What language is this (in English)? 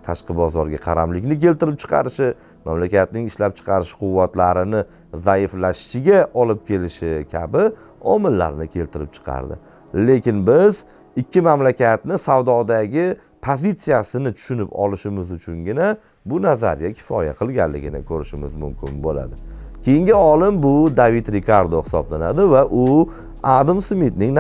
Uzbek